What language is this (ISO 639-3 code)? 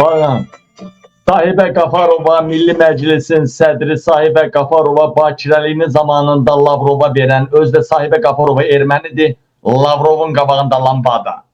aze